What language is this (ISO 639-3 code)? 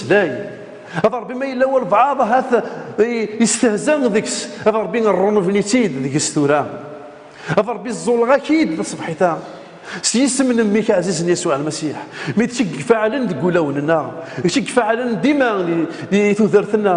kab